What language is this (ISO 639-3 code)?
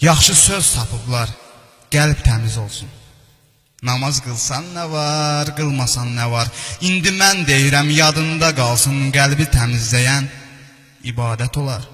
aze